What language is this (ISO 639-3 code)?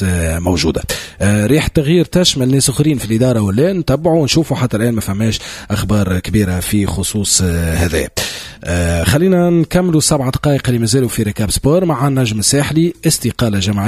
aeb